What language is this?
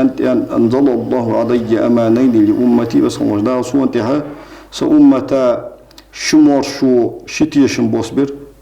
Ingush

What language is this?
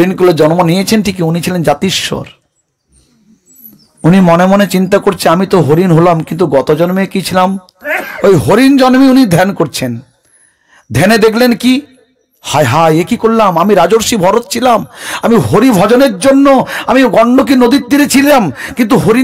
Bangla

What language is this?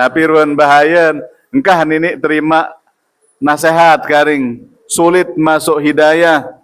Sasak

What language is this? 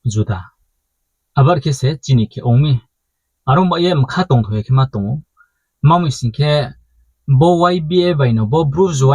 Riang (India)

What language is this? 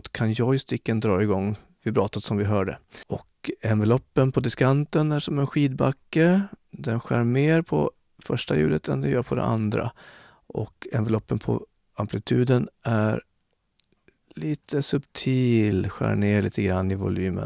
Swedish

